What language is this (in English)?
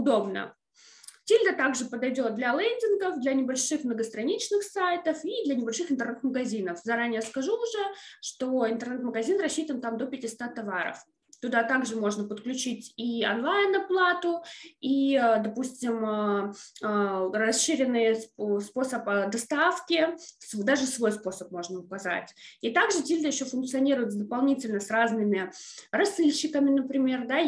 Russian